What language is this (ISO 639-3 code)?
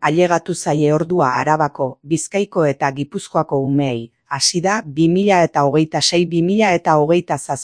eus